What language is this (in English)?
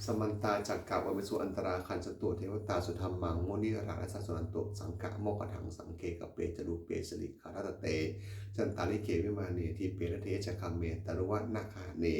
Pali